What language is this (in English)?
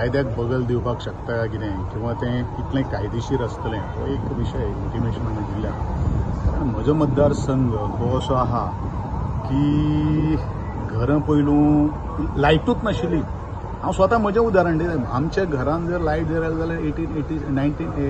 Konkani